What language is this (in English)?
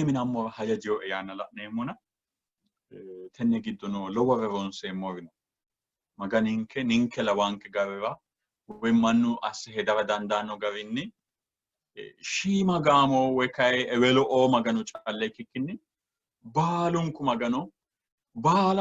Sidamo